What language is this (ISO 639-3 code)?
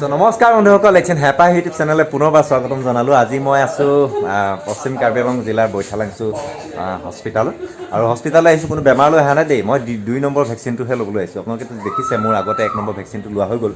asm